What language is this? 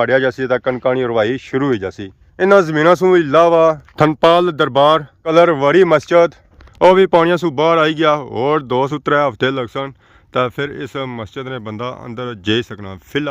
Pahari-Potwari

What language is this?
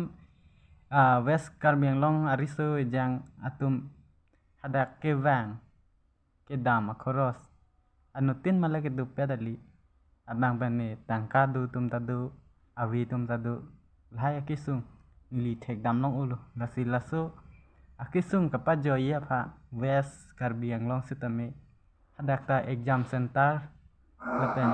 Karbi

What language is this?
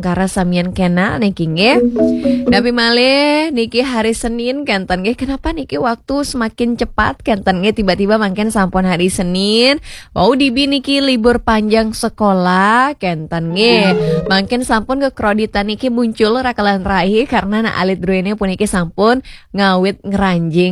Balinese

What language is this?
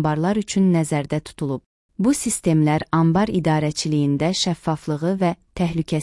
Azerbaijani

